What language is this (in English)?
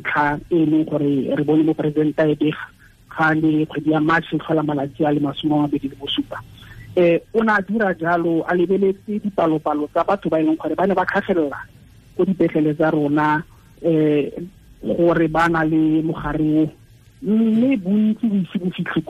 Tswana